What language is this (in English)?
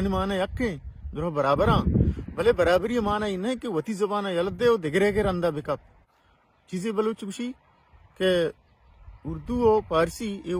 Baluchi